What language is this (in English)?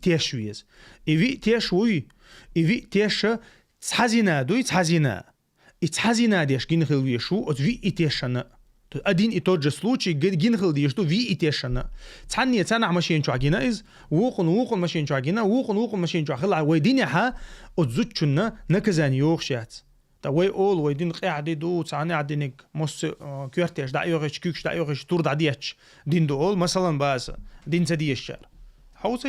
Chechen